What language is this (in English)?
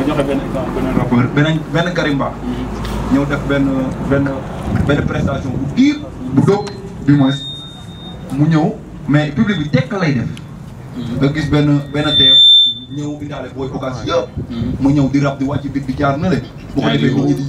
Wolof